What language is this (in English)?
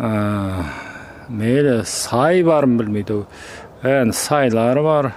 Kazakh